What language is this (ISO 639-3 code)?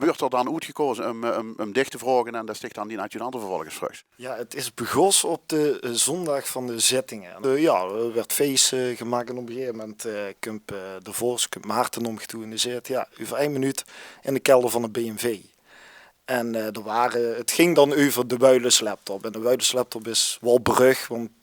lim